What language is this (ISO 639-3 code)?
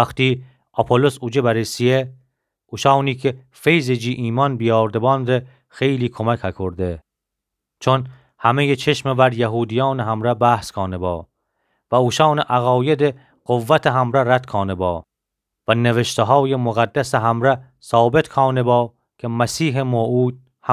glk